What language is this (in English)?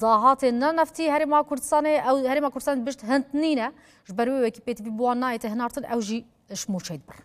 Kurdish